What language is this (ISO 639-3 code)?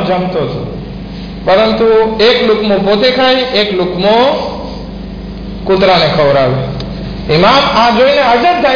guj